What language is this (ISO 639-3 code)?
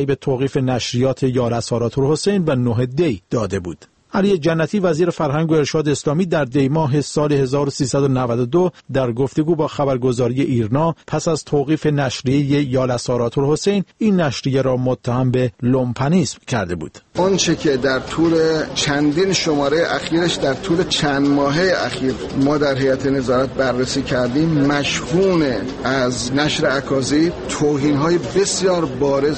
fas